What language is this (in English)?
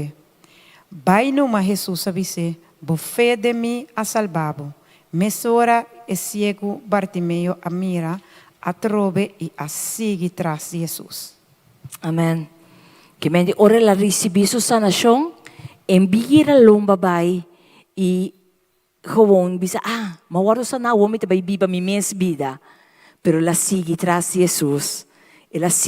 Papiamento